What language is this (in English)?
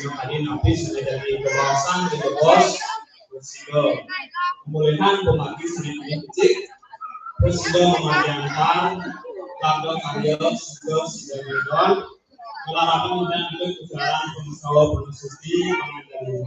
Balinese